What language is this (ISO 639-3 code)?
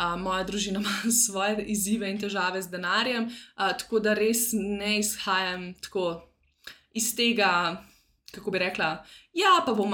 slv